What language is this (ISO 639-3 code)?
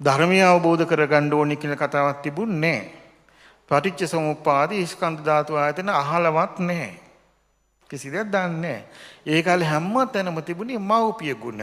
sin